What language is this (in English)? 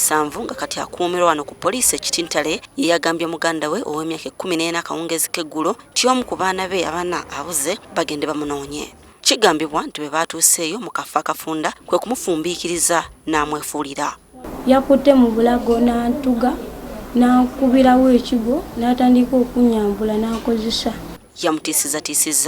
Ganda